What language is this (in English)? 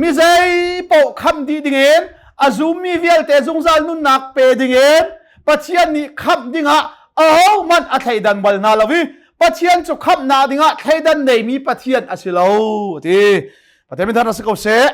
Hakha Chin